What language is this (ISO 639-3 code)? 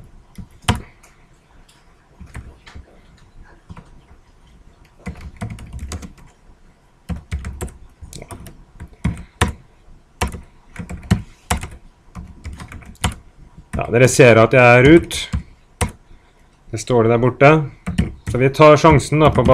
nor